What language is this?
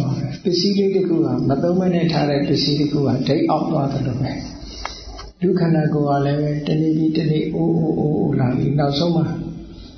Burmese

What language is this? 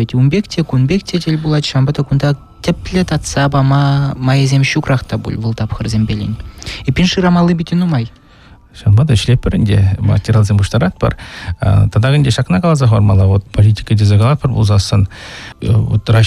Chuvash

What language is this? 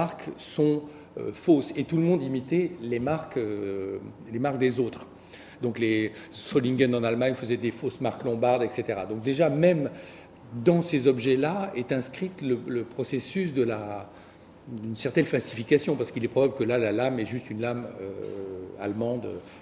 French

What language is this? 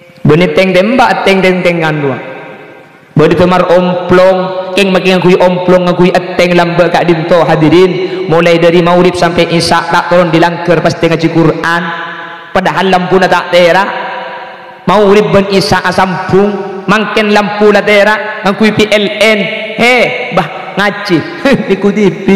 Madurese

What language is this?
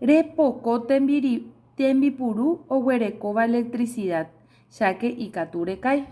Guarani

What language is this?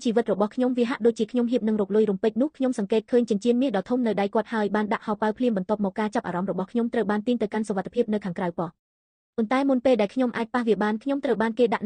Khmer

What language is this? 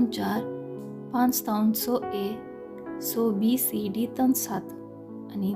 Konkani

